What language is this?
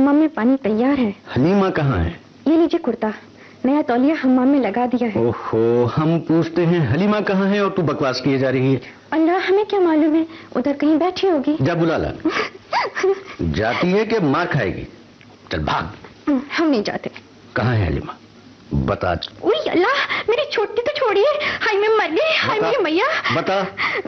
Urdu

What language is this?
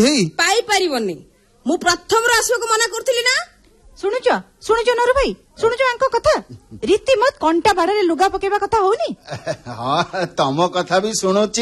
Odia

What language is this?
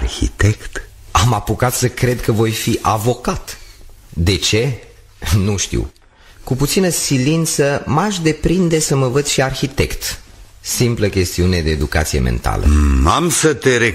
Romanian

